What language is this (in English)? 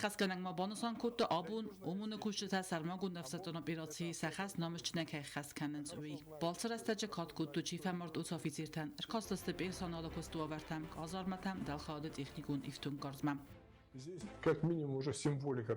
Ossetic